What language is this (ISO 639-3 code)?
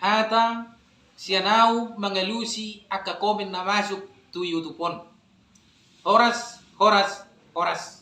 bbc